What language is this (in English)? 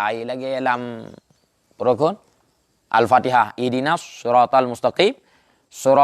Achinese